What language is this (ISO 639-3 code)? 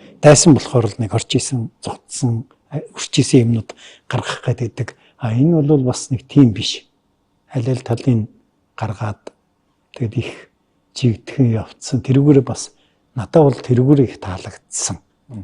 mon